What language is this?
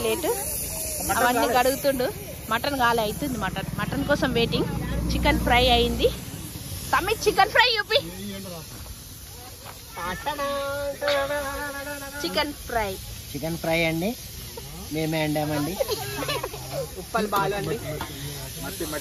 Telugu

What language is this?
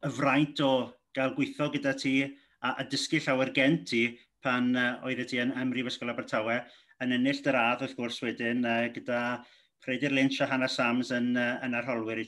Welsh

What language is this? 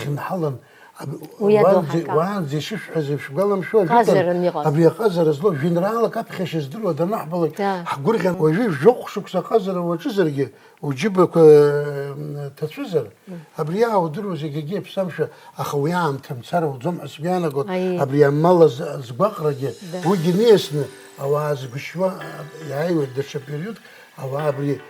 Abkhazian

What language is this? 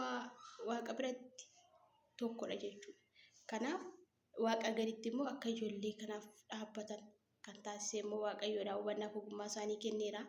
Oromo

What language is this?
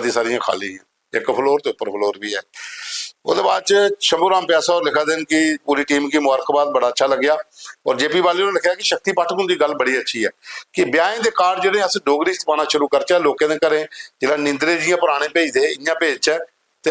Dogri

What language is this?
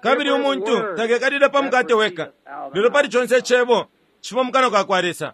Bemba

